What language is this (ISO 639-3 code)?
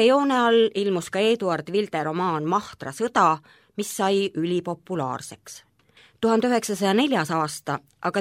est